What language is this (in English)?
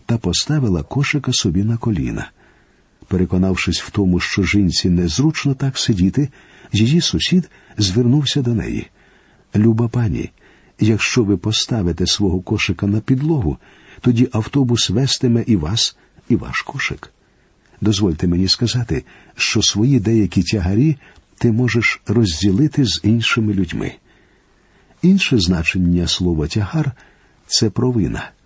Ukrainian